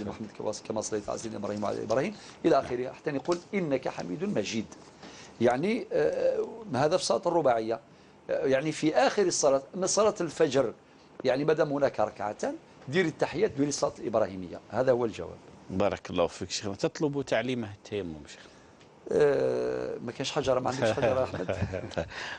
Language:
Algerian Arabic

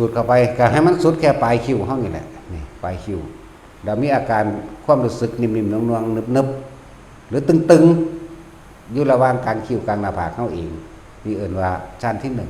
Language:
Northeastern Thai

